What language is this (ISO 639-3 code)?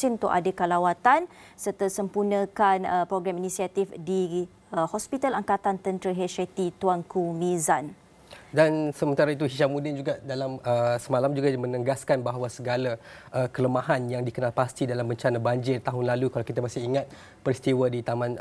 msa